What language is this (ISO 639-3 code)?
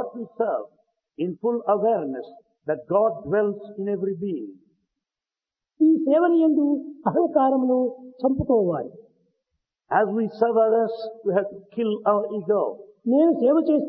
tel